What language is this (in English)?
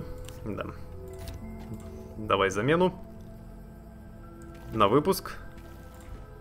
Russian